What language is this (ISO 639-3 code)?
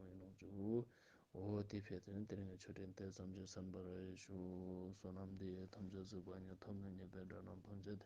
lbj